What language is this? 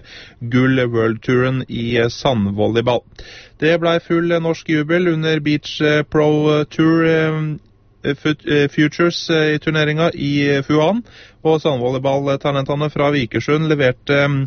Norwegian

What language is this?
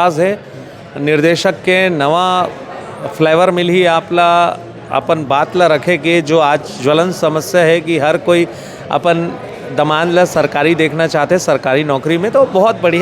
Chhattisgarhi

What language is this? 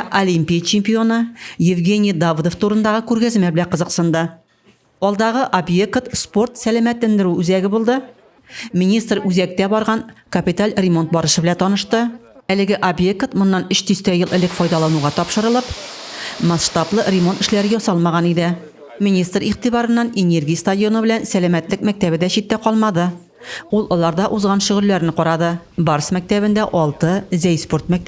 Tatar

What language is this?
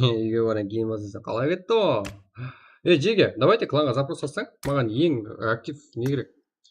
Kara-Kalpak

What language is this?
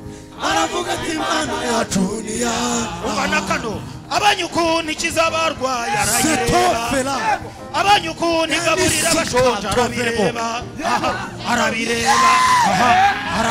Kinyarwanda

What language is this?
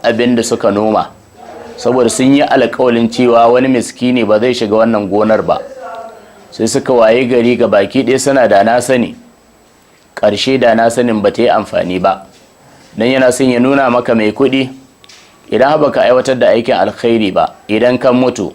Hausa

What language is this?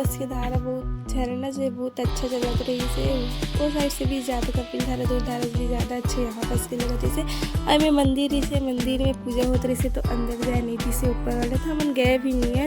Chhattisgarhi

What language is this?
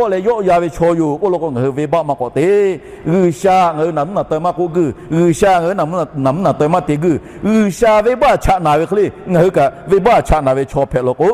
Lahu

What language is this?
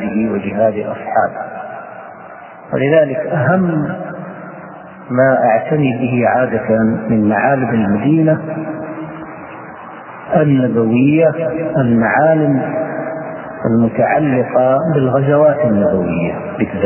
Arabic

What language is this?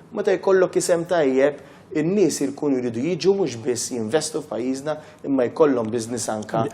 Maltese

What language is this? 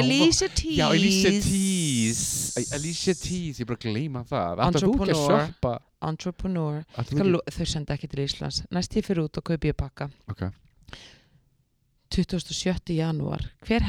Icelandic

